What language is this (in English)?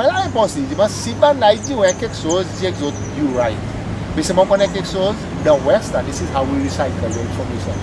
Seselwa Creole French